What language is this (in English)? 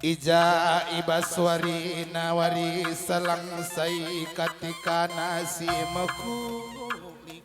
Batak Karo